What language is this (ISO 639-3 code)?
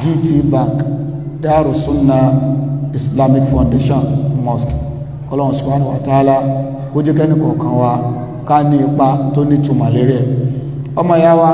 yor